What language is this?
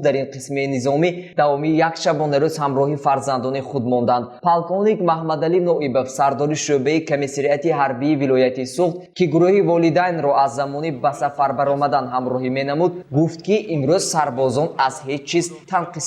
Tajik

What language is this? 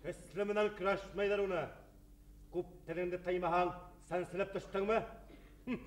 Bashkir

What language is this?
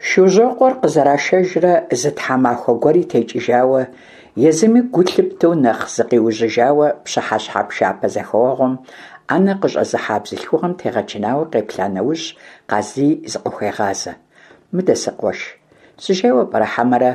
Kabardian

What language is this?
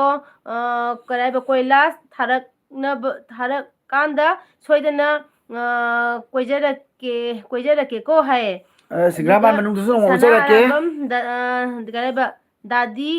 Manipuri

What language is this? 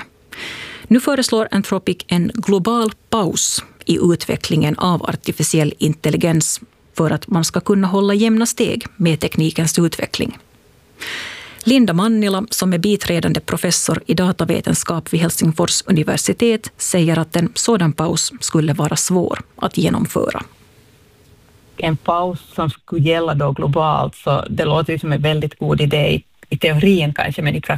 Swedish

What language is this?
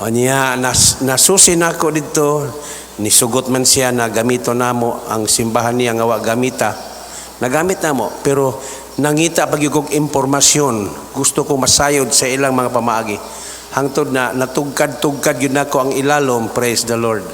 Cebuano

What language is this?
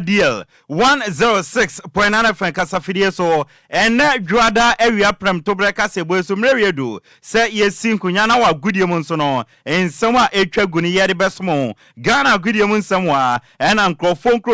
Akan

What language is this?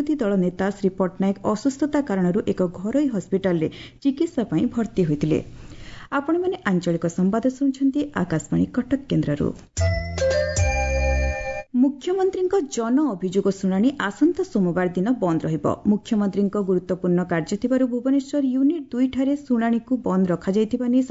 Odia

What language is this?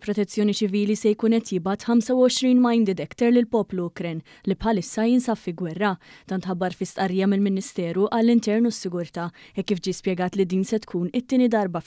Maltese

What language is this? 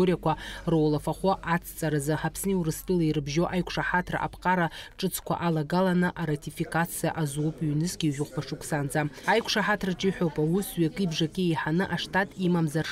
Abkhazian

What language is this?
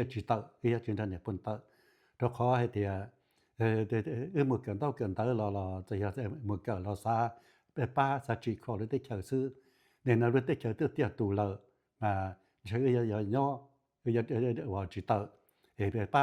Hmong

